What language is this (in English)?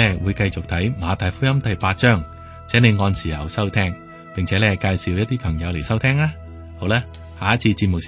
Cantonese